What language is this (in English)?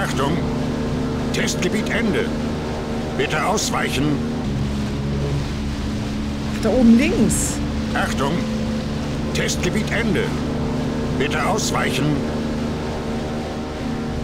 German